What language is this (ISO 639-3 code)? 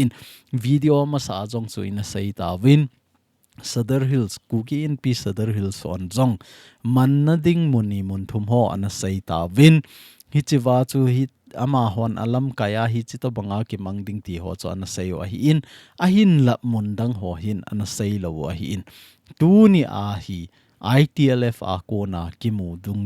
tcz